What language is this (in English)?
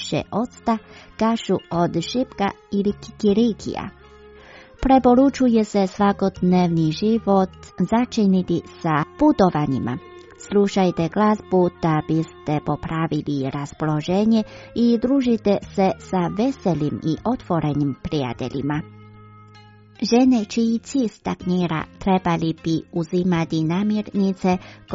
Croatian